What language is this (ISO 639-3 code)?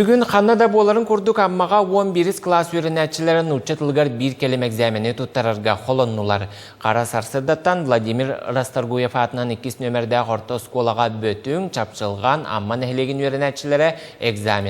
sah